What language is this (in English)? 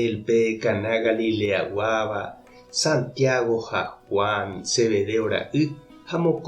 Guarani